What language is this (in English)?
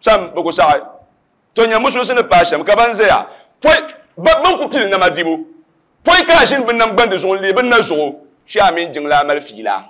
Dagbani